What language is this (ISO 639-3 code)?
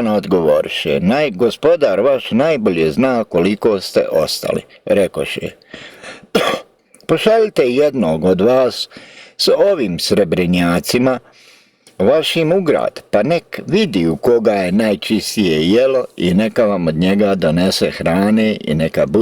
bos